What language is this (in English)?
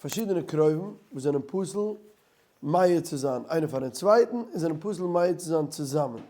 Yiddish